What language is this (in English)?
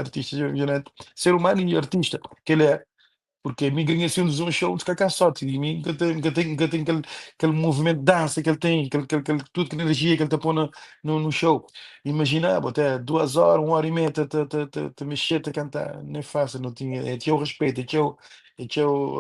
Kabuverdianu